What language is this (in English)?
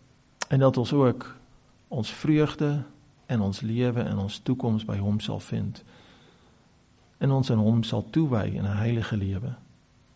Afrikaans